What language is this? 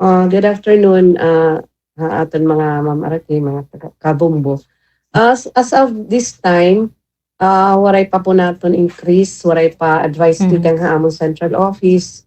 Waray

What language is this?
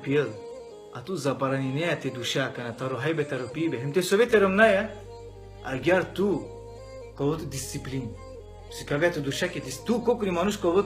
Balkan Romani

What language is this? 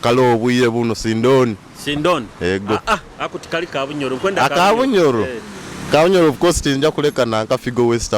Nyoro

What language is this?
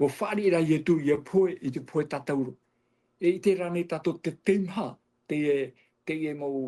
Tahitian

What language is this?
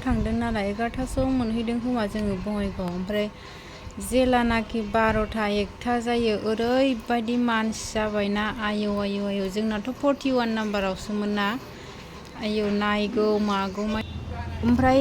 Bodo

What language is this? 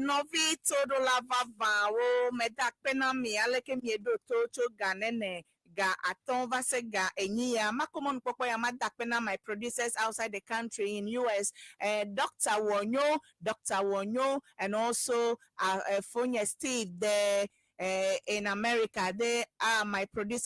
Ewe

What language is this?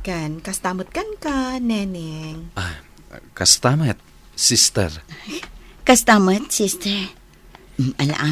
Iloko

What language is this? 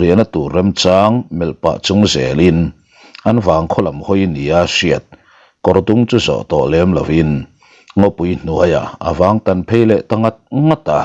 Mizo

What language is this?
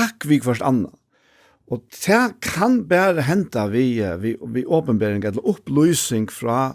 Faroese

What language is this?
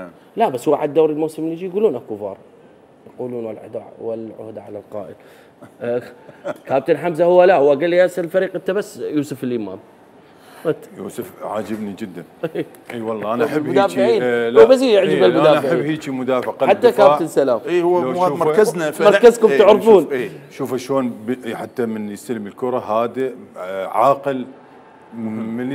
Mesopotamian Arabic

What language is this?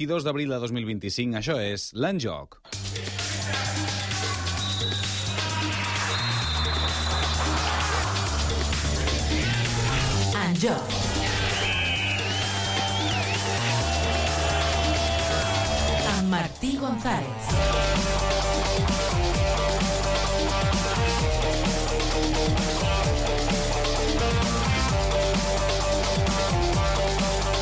Catalan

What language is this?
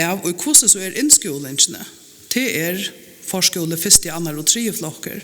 Faroese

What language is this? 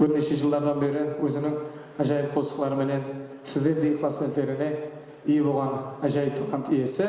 Kara-Kalpak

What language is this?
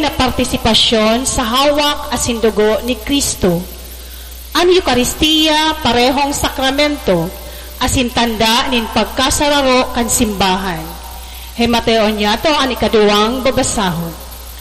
Bikol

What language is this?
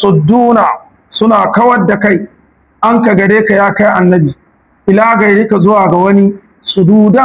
Hausa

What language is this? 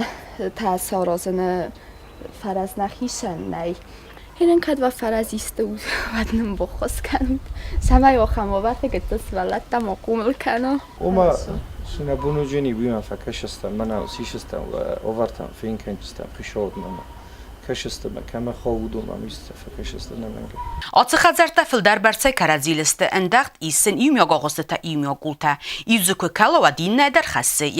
Ossetic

